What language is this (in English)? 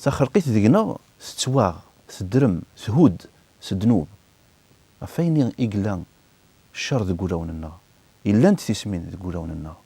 Kabyle